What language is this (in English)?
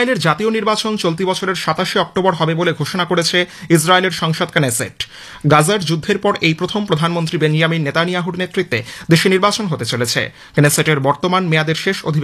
Bangla